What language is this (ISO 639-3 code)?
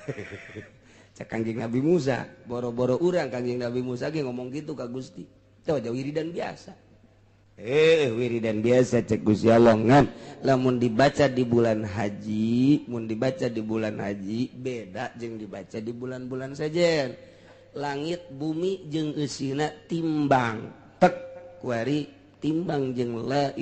sun